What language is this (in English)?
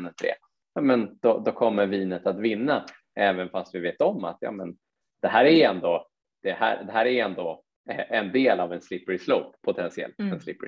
Swedish